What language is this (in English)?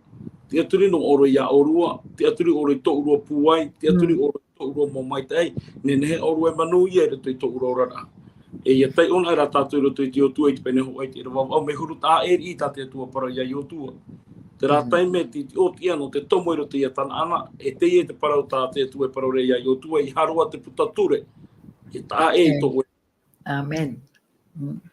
Tahitian